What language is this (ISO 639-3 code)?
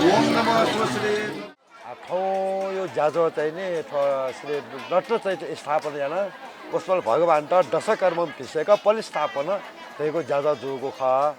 new